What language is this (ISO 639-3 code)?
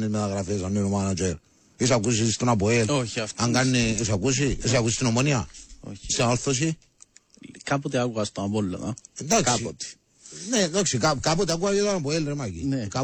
ell